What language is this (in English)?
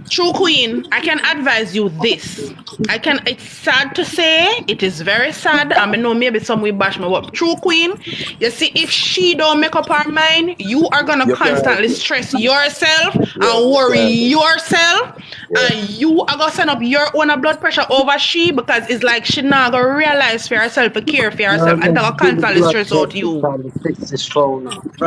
Jamaican Creole English